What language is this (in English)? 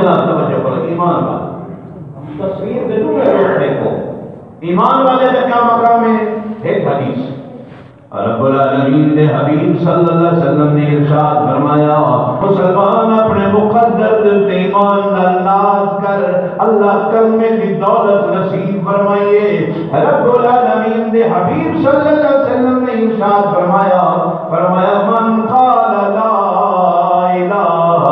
Saraiki